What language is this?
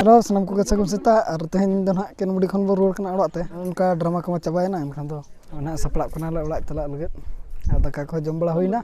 Santali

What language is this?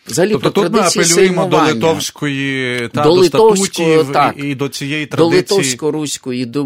Ukrainian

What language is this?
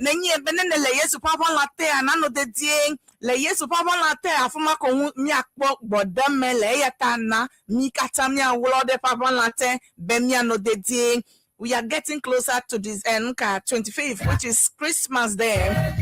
Ewe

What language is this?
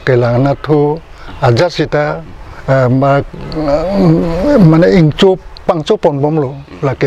Karbi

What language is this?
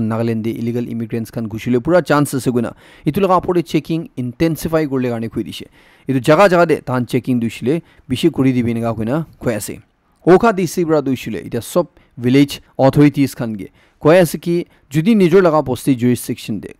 Naga Pidgin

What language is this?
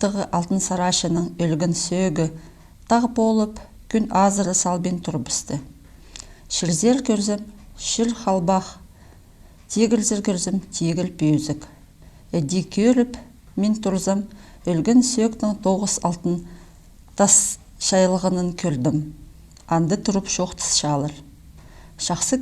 Khakas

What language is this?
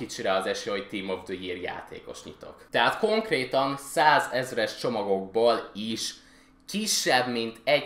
Hungarian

